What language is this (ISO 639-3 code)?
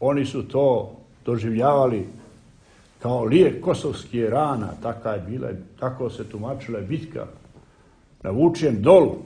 srp